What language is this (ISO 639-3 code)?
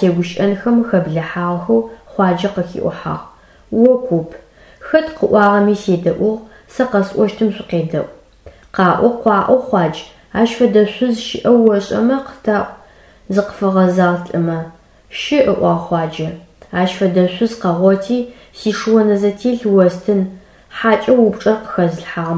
ady